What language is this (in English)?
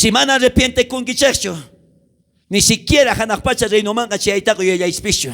South Bolivian Quechua